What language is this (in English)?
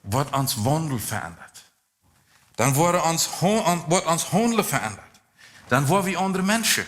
Plautdietsch